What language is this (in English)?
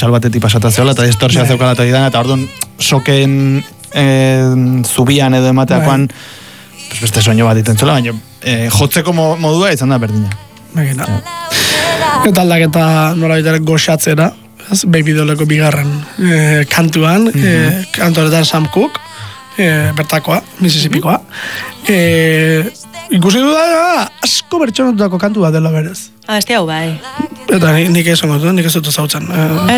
Basque